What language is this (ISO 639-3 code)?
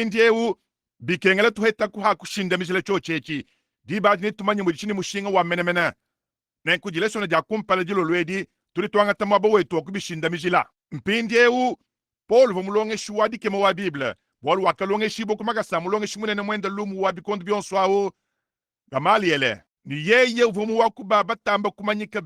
lua